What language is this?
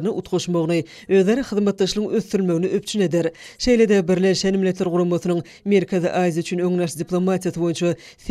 Turkmen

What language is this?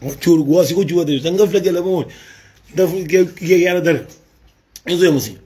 Kabuverdianu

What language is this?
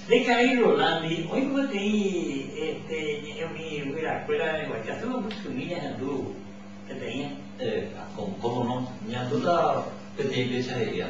Guarani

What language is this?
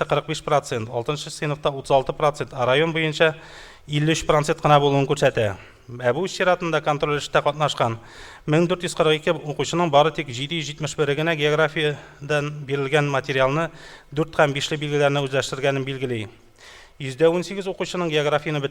Tatar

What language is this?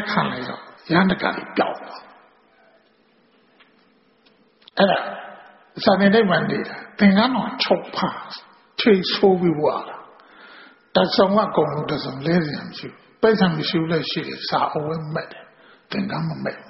Burmese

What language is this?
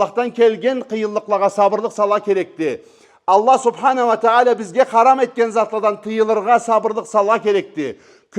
Karachay-Balkar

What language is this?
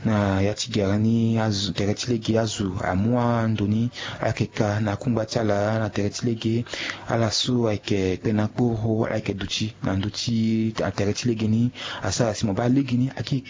Sango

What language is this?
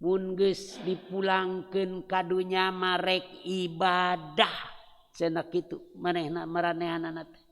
Sundanese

